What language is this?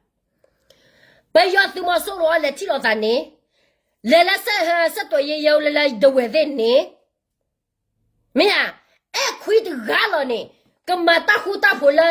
S'gaw Karen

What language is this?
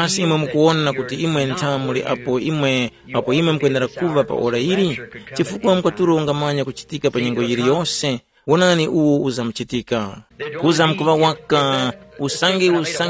Tumbuka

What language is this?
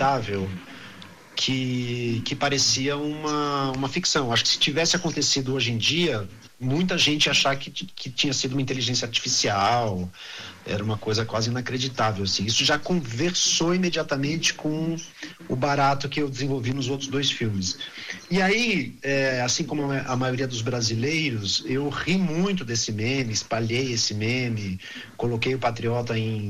Portuguese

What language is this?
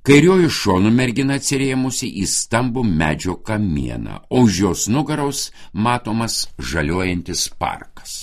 Lithuanian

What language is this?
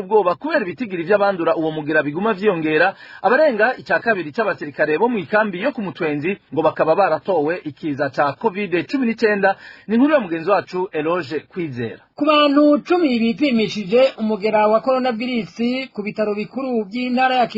Rundi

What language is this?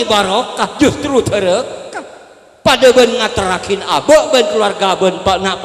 Madurese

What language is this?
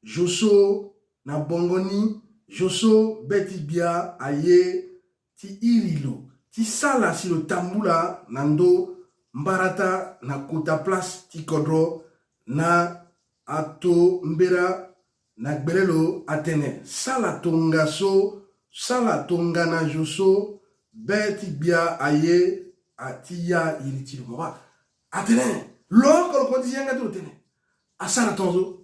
Sango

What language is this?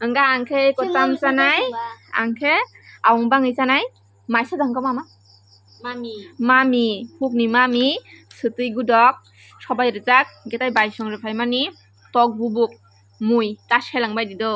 Kok Borok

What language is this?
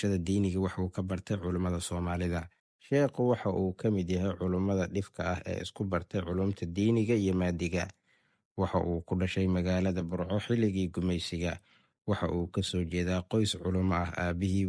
Somali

